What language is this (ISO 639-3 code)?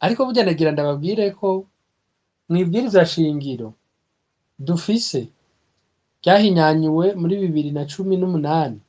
run